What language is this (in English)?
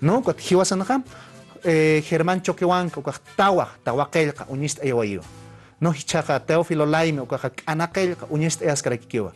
Aymara